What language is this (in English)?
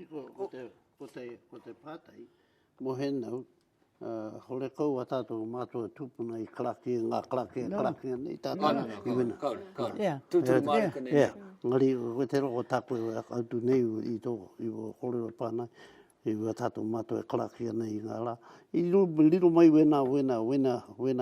Māori